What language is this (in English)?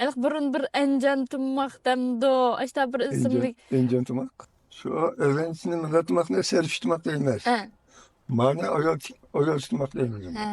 Uyghur